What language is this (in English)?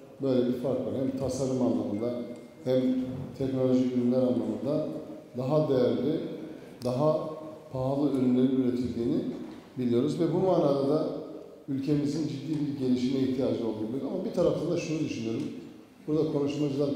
Turkish